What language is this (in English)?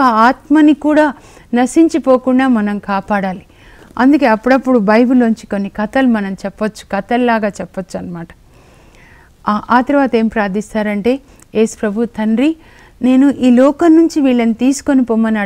Telugu